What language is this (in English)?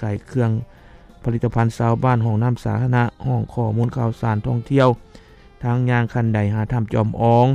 Lao